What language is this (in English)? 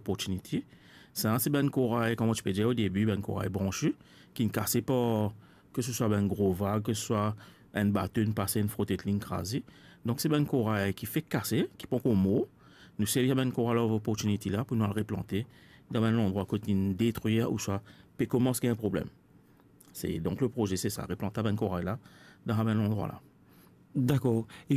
Morisyen